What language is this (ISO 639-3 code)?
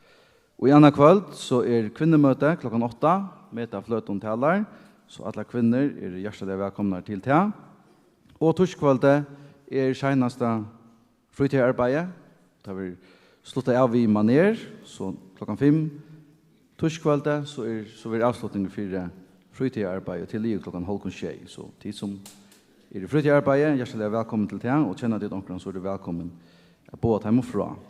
fao